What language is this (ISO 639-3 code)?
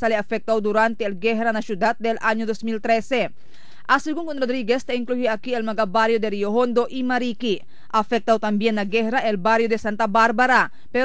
cbk